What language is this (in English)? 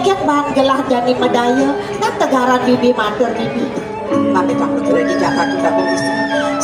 Balinese